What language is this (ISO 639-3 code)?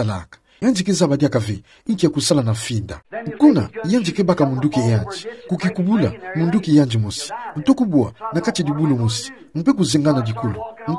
ktu